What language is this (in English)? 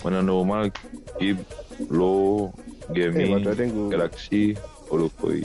Morisyen